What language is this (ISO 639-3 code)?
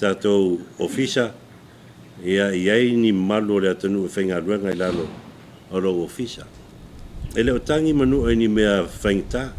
smo